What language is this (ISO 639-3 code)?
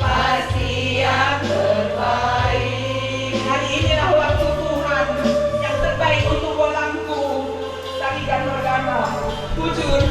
btx